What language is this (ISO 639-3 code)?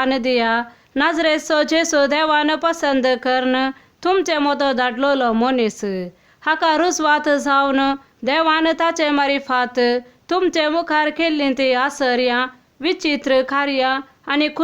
kok